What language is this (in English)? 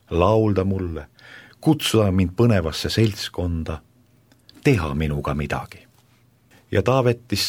Estonian